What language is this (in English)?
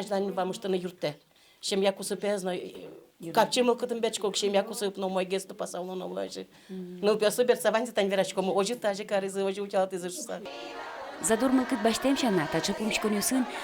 Udmurt